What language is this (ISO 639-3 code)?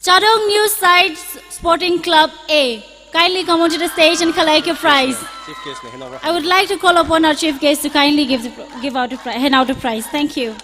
nmf